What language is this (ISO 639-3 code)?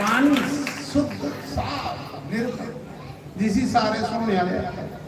doi